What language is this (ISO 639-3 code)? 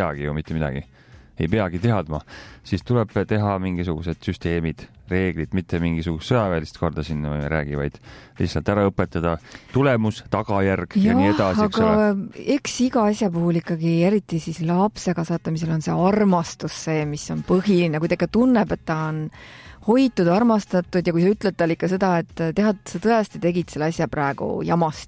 est